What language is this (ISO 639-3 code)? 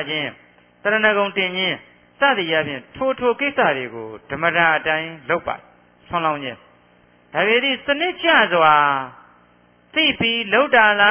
mya